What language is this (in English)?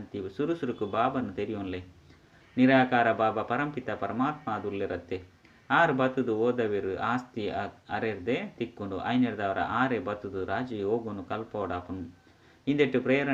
Tulu